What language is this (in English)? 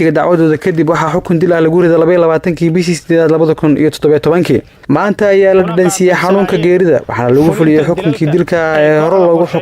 Somali